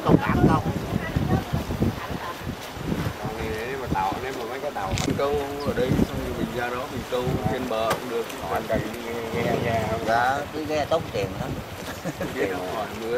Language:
Vietnamese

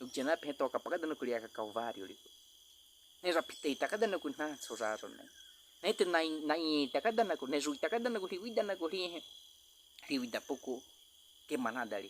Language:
Baniwa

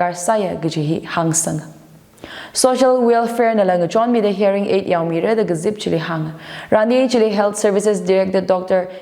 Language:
Tangkhul Naga (India)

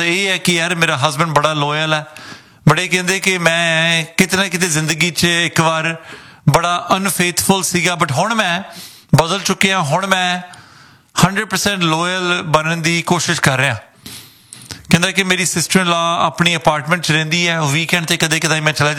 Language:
Punjabi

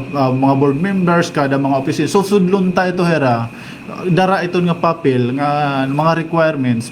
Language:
Waray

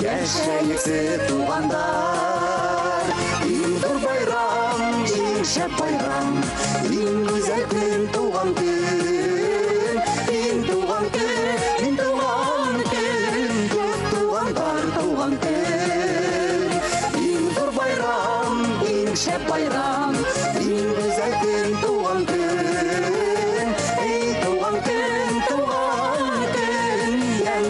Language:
Bashkir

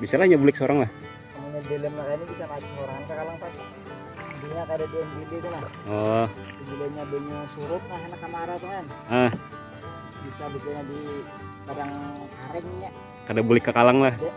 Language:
Banjar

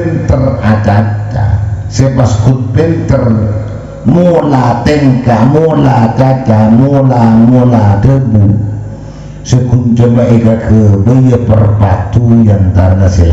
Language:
Madurese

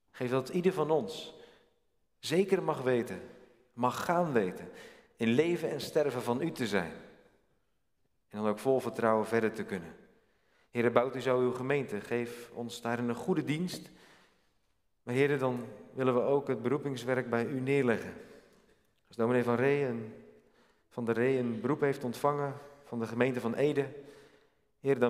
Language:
Dutch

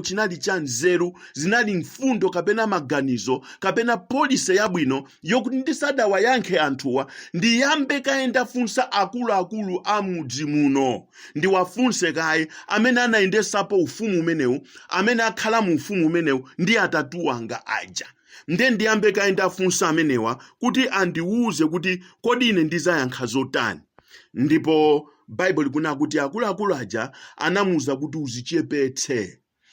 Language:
Nyanja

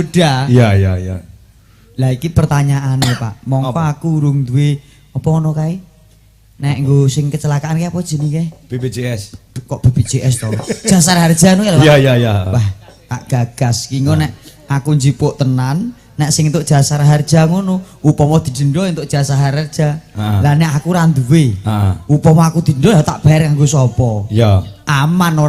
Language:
Javanese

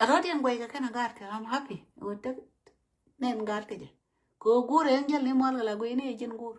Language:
Nuer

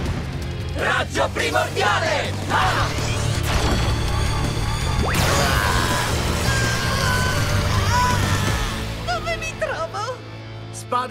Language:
Italian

